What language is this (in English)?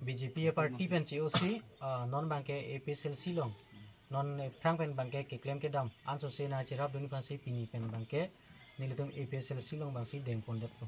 Karbi